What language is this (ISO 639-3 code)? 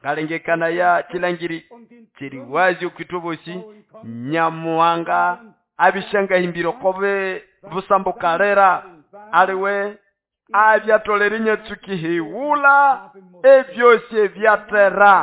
nnb